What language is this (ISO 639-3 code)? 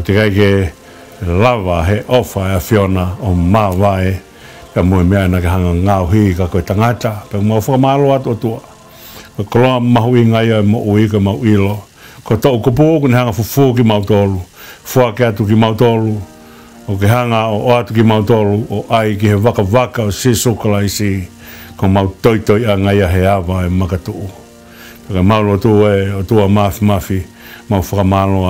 ton